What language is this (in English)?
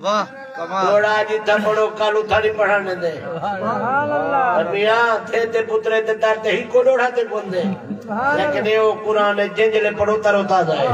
Saraiki